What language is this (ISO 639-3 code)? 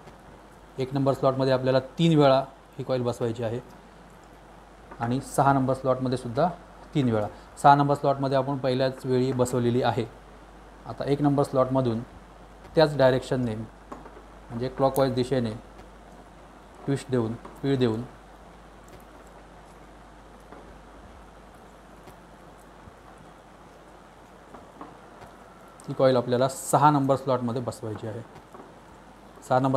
mar